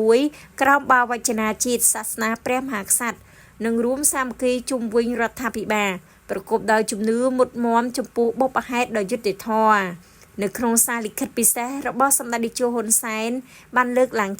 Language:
Khmer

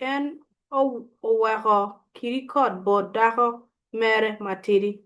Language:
Acoli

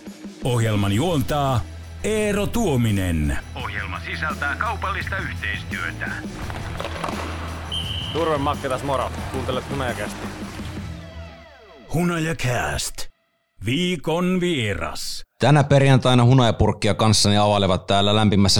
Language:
Finnish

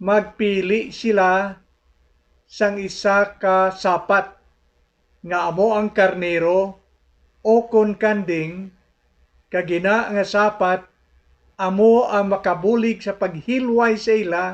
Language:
Hiligaynon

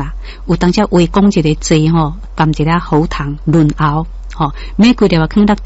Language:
Min Nan Chinese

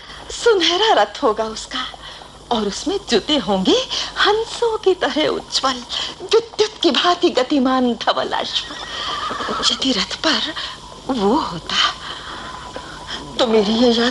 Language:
Hindi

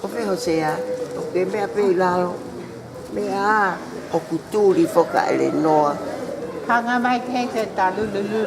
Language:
Tongan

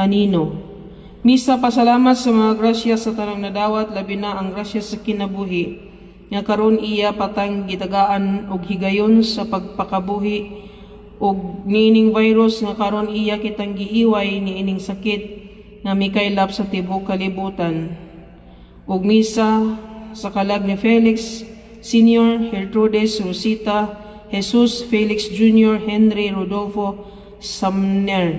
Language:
Cebuano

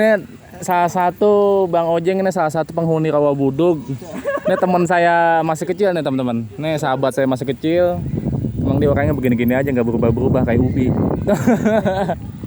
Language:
Betawi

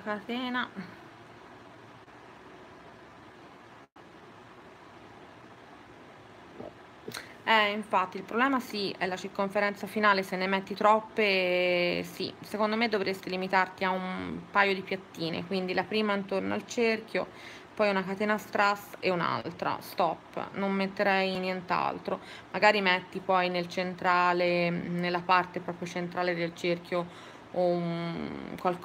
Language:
Italian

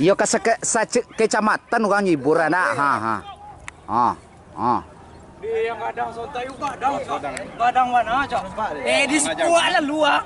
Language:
Minangkabau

